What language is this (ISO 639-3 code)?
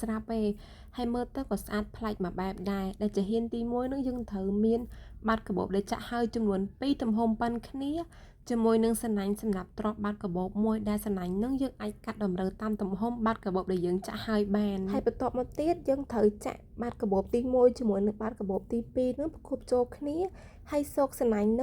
khm